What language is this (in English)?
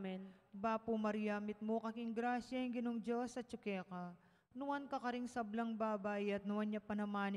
Pampanga